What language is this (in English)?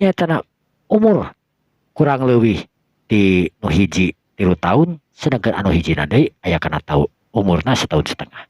Sundanese